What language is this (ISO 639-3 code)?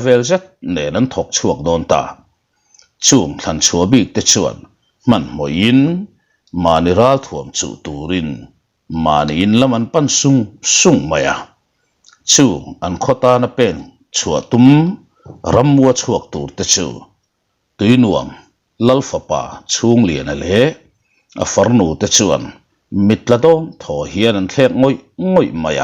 lus